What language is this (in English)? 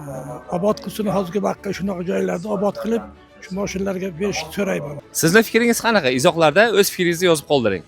Uzbek